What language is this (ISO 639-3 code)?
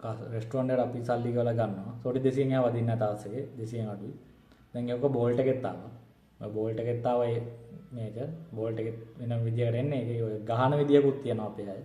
sin